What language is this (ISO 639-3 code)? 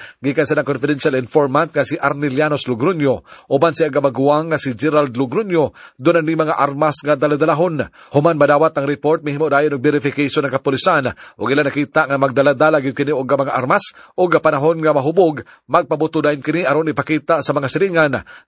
ceb